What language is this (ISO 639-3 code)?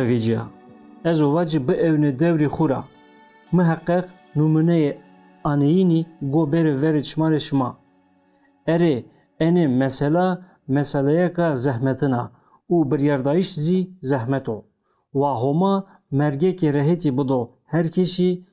zza